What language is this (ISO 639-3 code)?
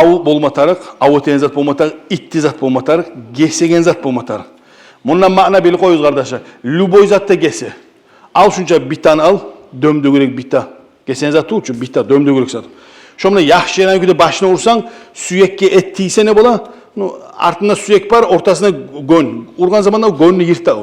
kum